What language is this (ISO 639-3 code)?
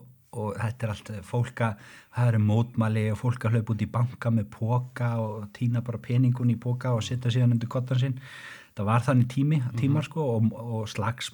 isl